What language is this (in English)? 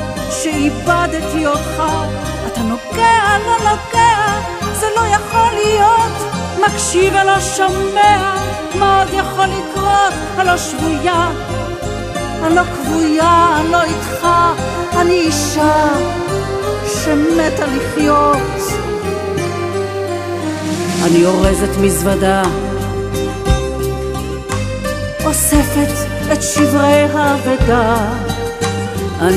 Hebrew